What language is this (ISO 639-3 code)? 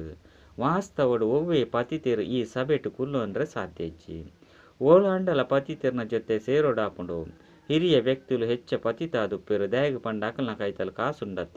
tcy